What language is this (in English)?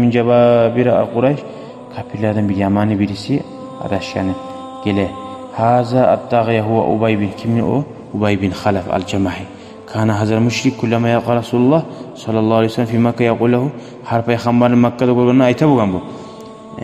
Kumyk